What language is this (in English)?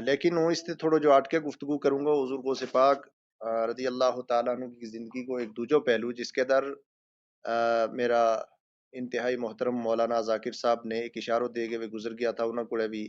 Gujari